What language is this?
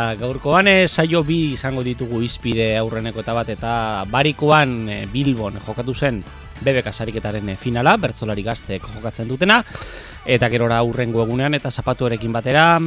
Basque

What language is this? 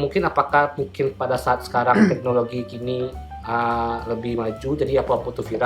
Minangkabau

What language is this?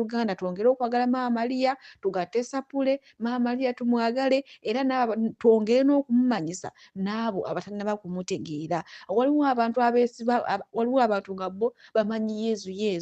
Ganda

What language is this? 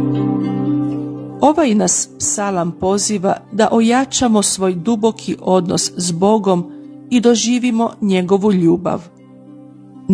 Croatian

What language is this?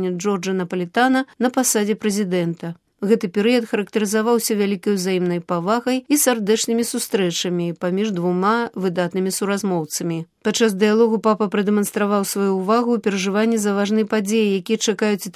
Belarusian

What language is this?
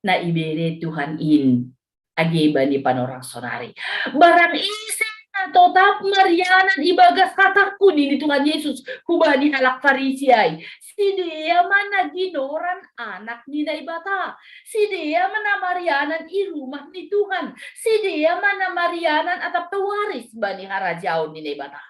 Batak Simalungun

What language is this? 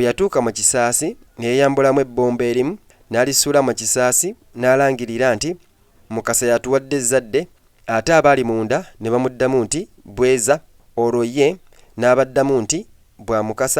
Ganda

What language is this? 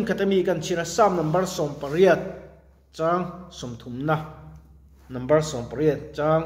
Mizo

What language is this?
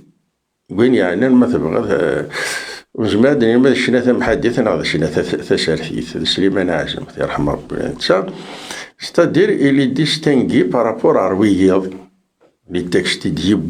Kabyle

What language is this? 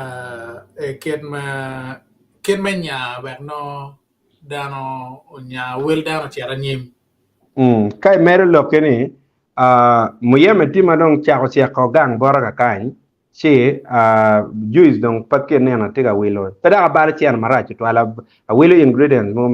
Acoli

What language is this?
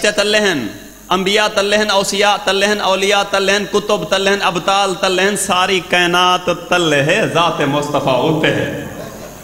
Saraiki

